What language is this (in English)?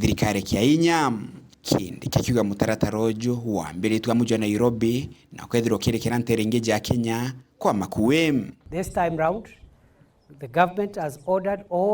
Meru